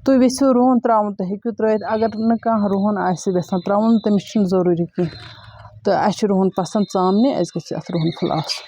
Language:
Kashmiri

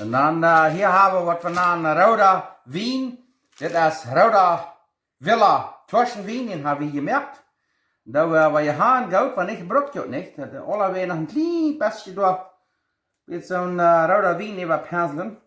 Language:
Plautdietsch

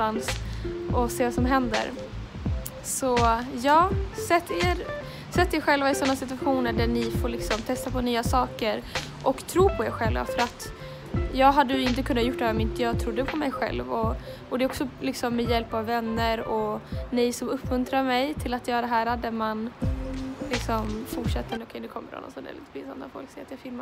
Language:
Swedish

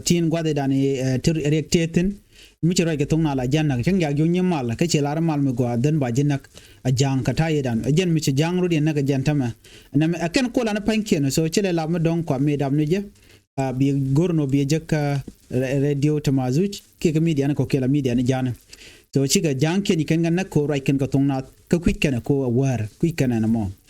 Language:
Nuer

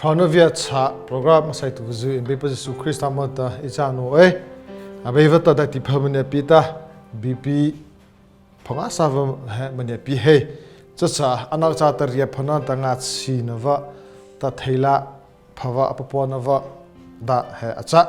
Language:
Mara Chin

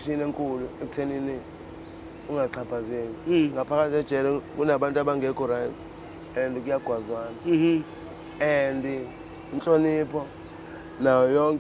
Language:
Zulu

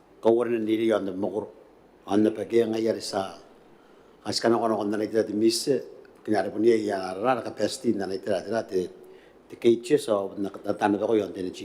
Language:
Gilbertese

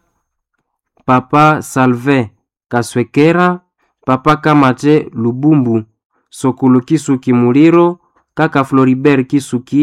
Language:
Swahili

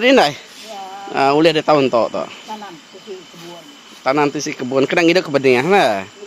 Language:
Iban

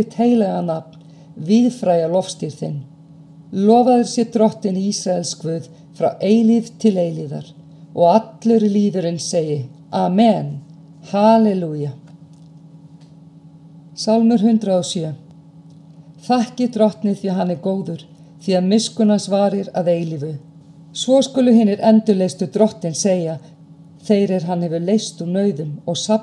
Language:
Icelandic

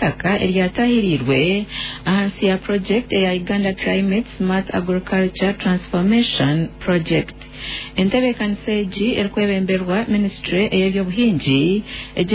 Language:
Nyankole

